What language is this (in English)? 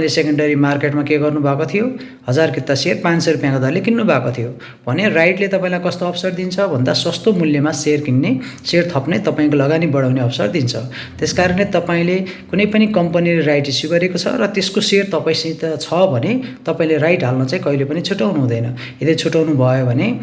Nepali